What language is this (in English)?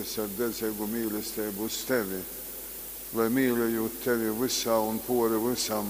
Latgalian